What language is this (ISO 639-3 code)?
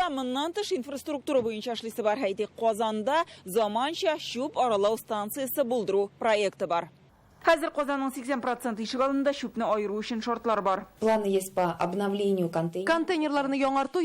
tat